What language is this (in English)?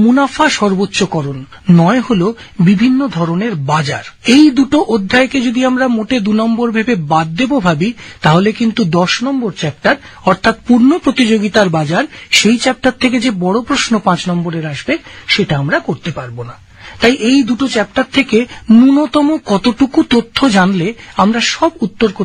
Bangla